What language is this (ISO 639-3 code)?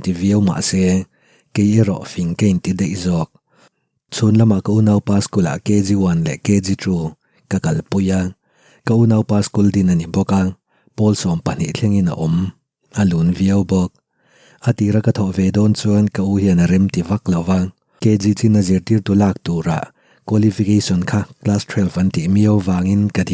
lus